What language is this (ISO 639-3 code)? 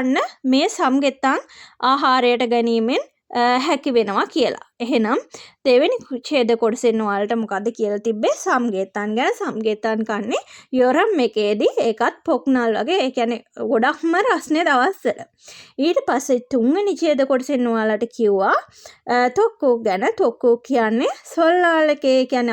sin